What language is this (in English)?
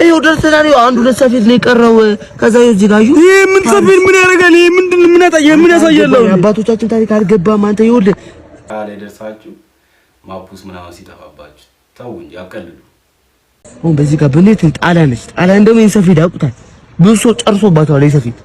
Amharic